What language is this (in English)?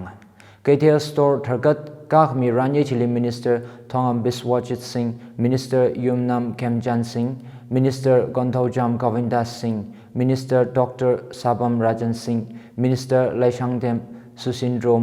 Tangkhul Naga (India)